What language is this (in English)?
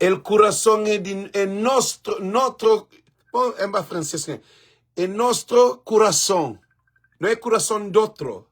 Kabuverdianu